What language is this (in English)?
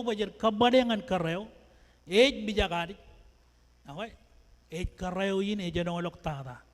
Marshallese